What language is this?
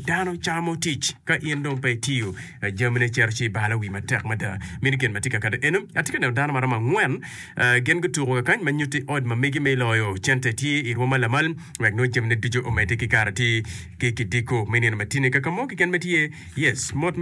Acoli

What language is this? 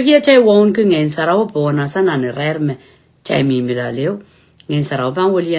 Pohnpeian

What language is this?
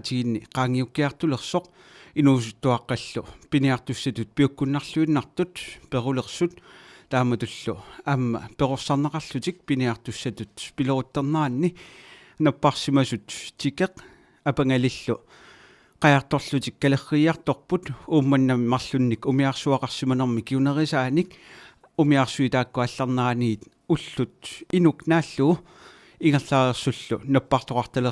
Kalaallisut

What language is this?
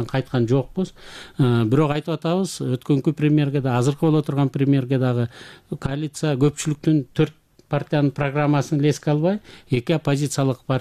Kyrgyz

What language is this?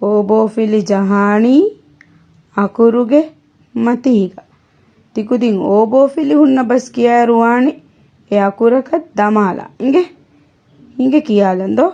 Divehi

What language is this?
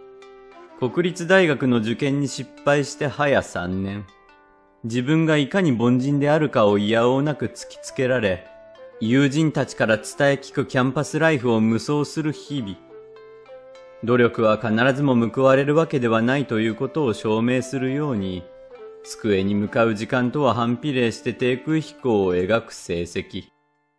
Japanese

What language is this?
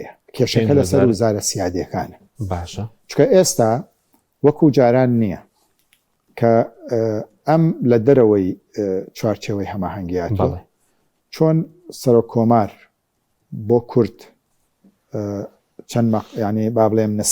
Central Kurdish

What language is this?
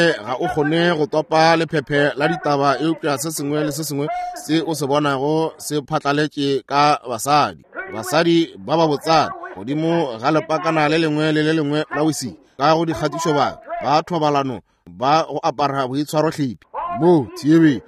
Northern Sotho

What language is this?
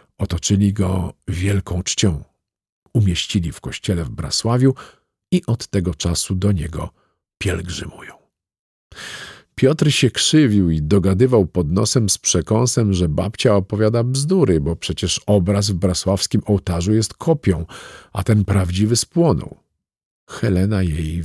Polish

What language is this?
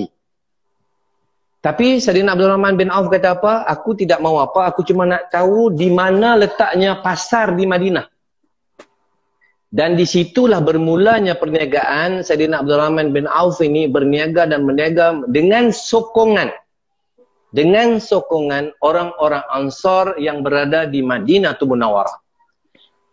Malay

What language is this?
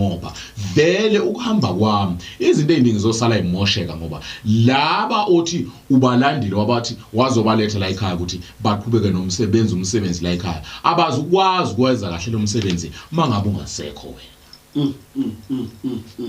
Zulu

